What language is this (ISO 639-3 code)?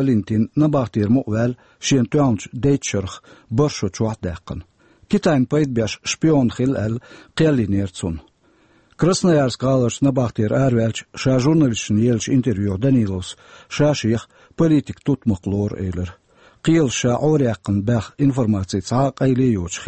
che